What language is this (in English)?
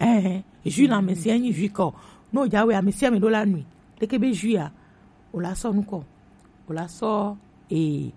Gen